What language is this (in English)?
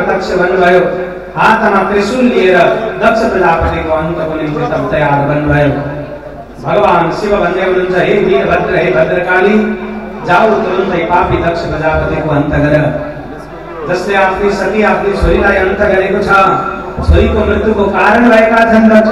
Nepali